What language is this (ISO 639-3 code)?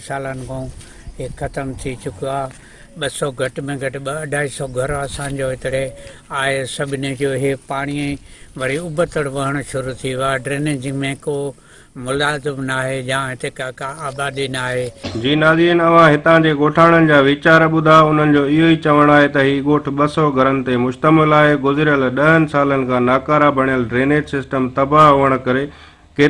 snd